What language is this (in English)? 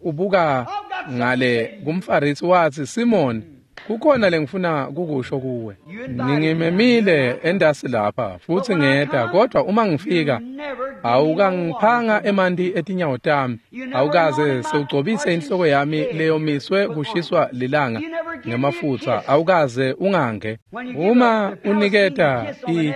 Swati